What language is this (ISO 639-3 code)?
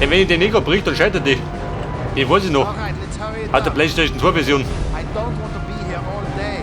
bar